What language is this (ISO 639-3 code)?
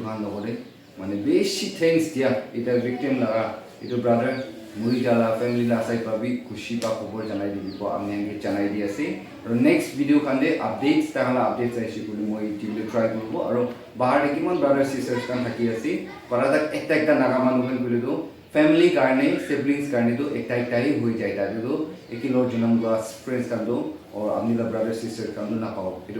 nag